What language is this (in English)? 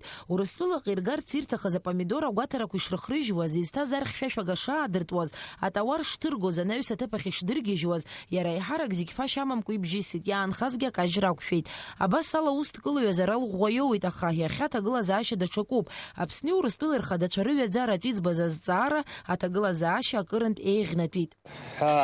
Abkhazian